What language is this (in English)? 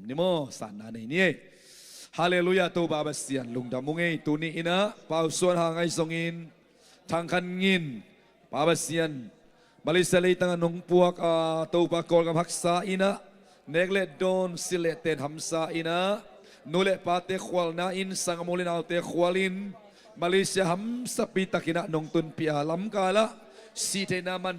Tedim Chin